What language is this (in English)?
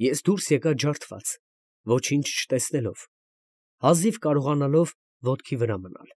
Armenian